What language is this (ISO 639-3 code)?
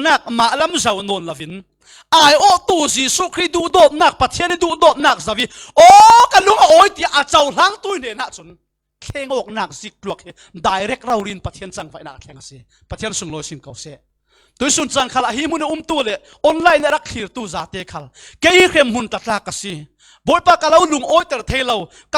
cfm